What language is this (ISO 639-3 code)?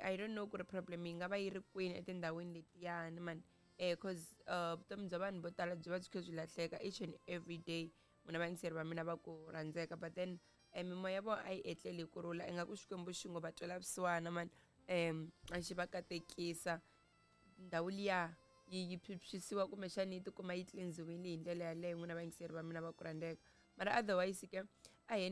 tso